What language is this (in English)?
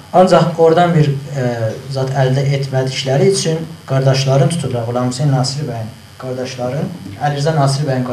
South Azerbaijani